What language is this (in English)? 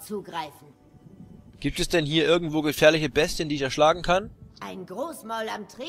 German